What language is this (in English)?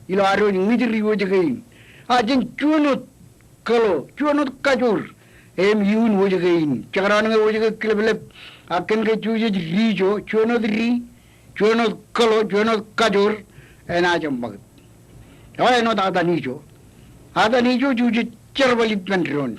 Marshallese